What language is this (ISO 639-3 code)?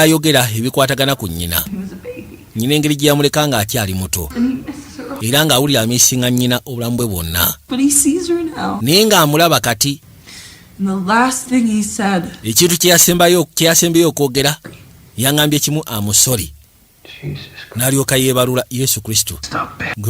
lug